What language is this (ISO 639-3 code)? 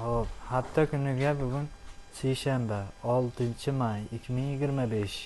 uzb